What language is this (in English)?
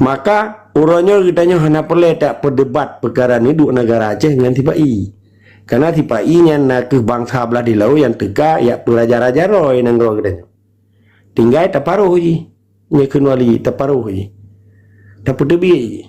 Achinese